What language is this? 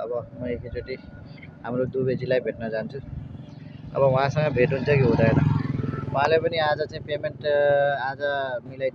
Nepali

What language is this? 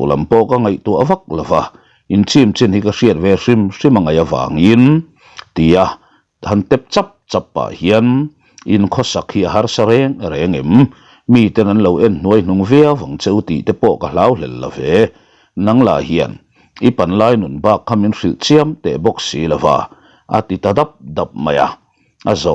Mizo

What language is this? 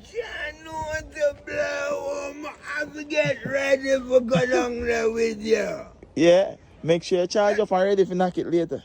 Jamaican Creole English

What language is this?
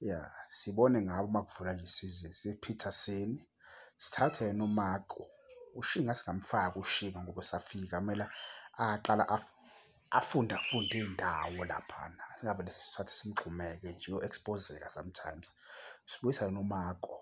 Zulu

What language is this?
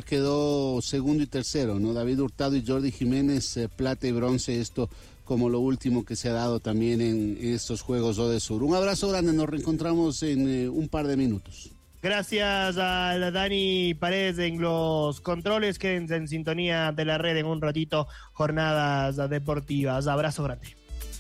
Spanish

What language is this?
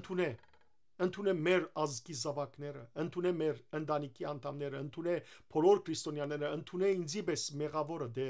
Western Armenian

